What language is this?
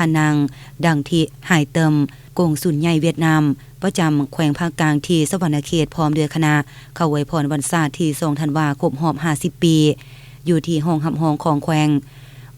Lao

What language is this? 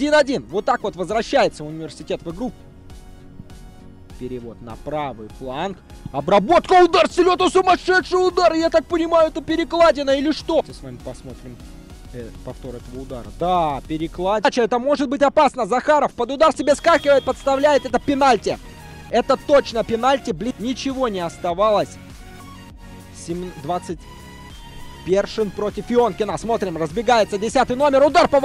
Russian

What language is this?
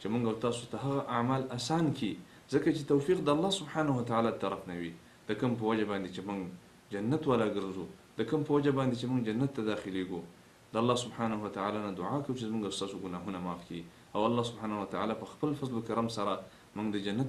Pashto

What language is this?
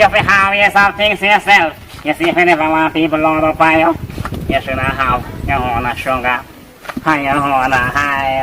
Jamaican Creole English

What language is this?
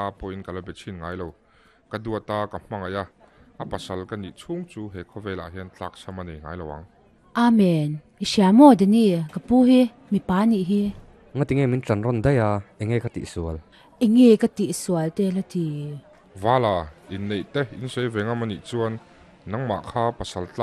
Mizo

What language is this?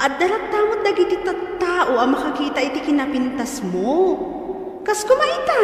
Iloko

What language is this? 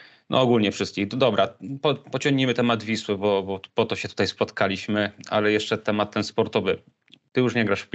Polish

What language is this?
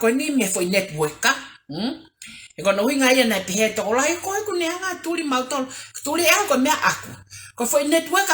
Tongan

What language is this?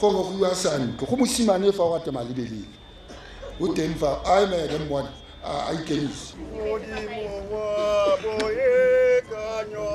Tswana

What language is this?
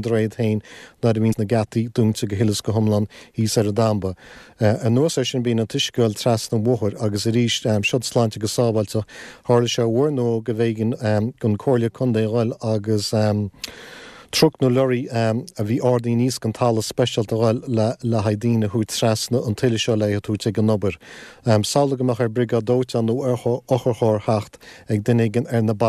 Irish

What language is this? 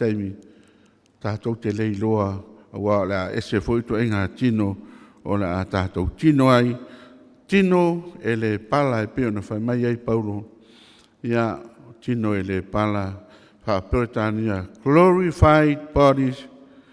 Samoan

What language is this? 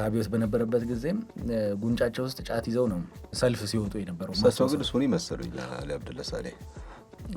Amharic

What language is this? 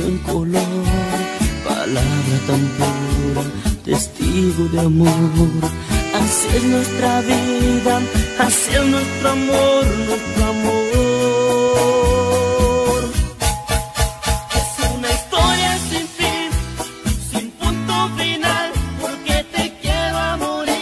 Spanish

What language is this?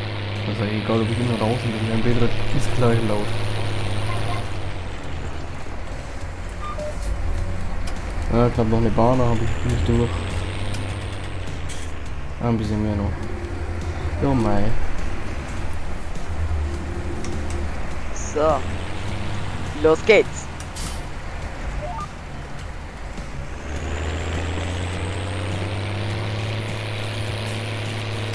German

